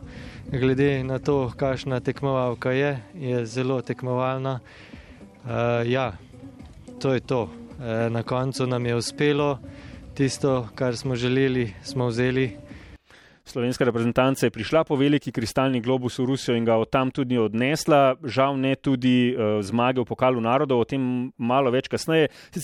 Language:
Slovenian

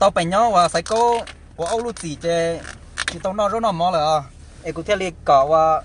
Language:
Hmong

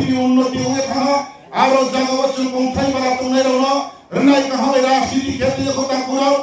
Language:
Riang (India)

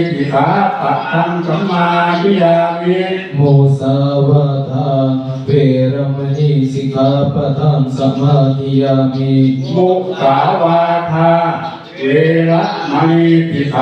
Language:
Pali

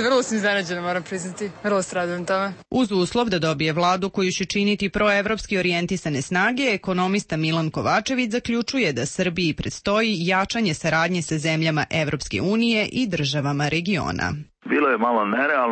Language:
Serbian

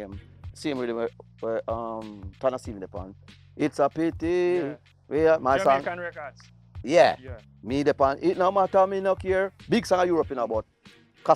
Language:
Jamaican Creole English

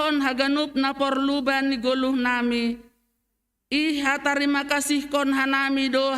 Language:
Batak Simalungun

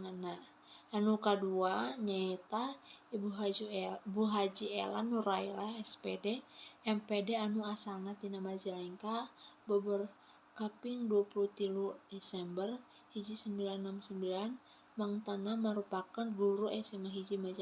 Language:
Sundanese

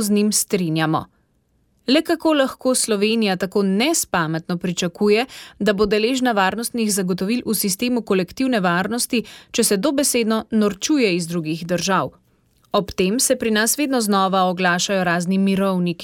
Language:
Slovenian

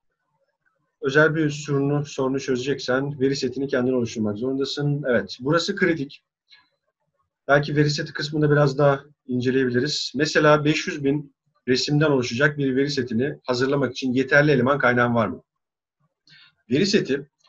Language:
Turkish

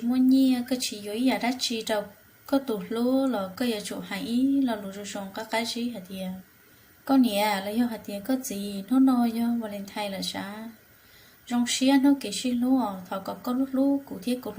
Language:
Hmong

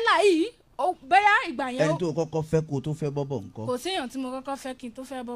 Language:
Yoruba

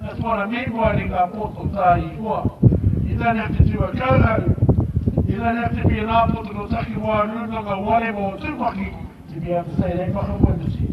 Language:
Māori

